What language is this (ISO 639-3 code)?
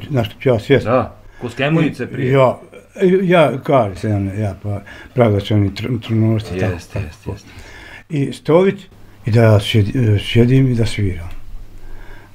bos